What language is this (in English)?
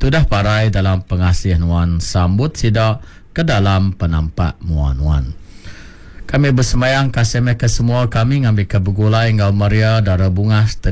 Iban